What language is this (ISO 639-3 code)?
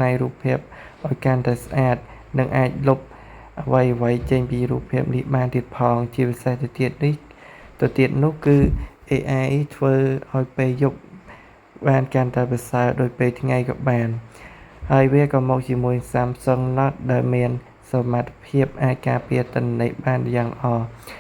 khm